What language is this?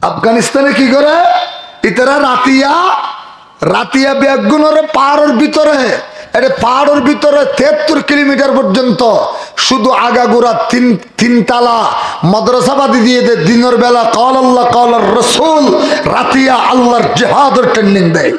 Rohingya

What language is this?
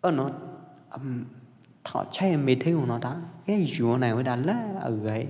Pwo Eastern Karen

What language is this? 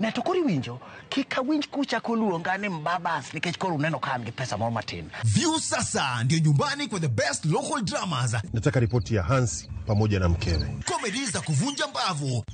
Luo (Kenya and Tanzania)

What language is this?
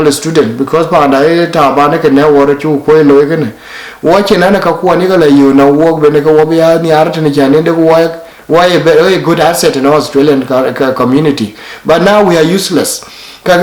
Dinka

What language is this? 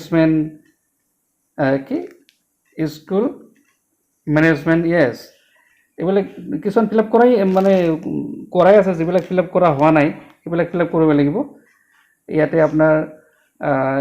Assamese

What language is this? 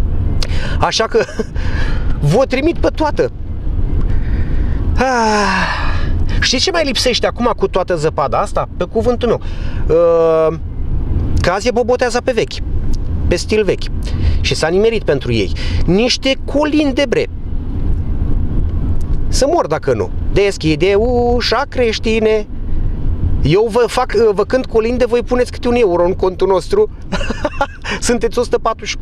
Romanian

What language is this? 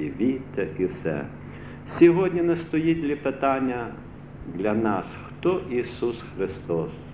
Ukrainian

